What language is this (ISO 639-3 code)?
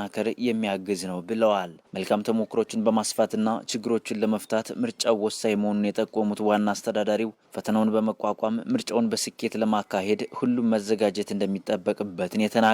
amh